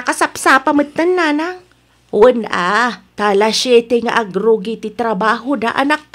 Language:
Iloko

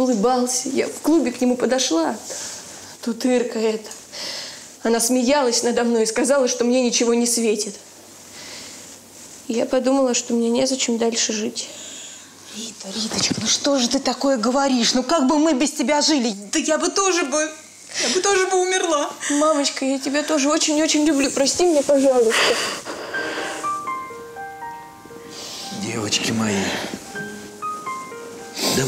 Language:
Russian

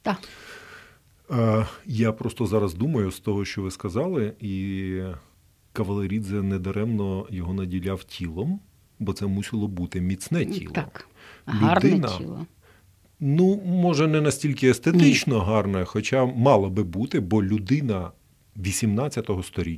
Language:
Ukrainian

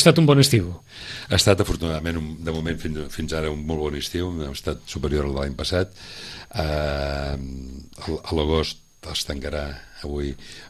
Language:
Catalan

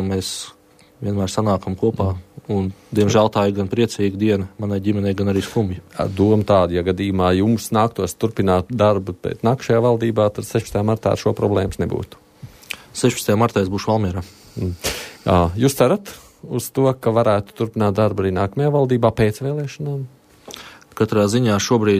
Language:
Latvian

